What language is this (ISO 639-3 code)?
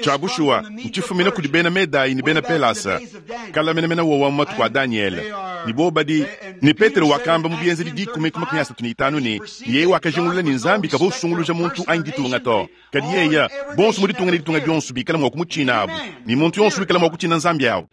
lua